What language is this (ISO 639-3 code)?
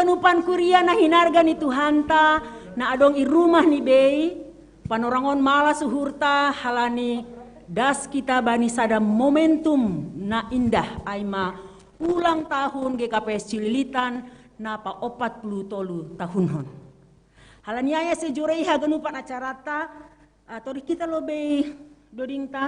bts